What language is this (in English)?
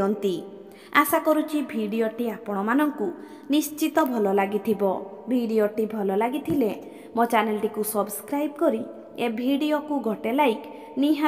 Odia